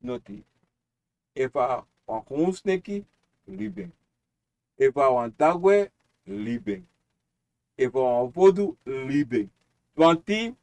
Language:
Sranan Tongo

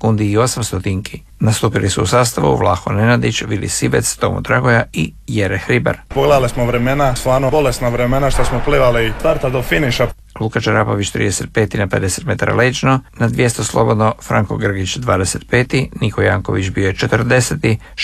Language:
Croatian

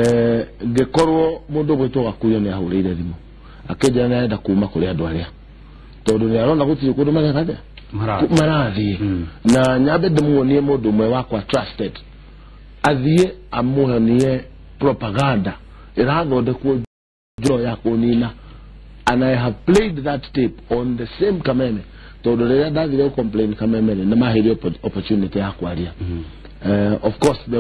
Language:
Kikuyu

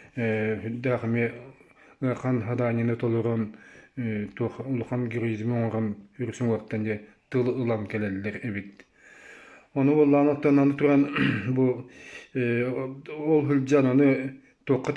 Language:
Yakut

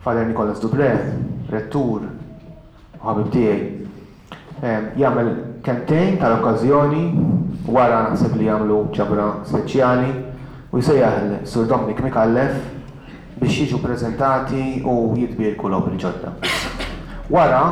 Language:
Maltese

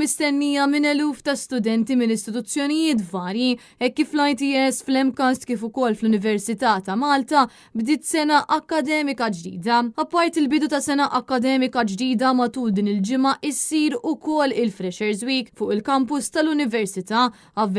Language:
Maltese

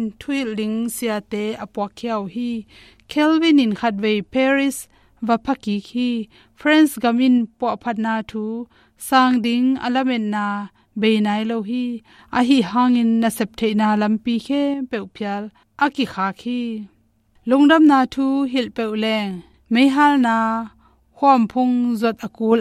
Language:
Tedim Chin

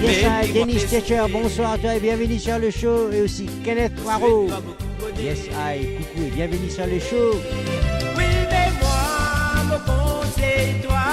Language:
Morisyen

